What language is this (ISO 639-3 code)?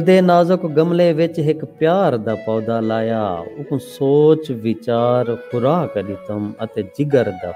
skr